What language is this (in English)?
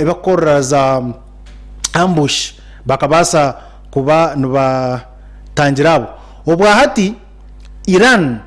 Nyankole